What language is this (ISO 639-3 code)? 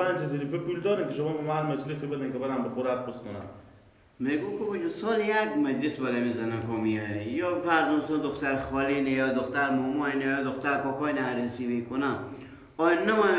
fas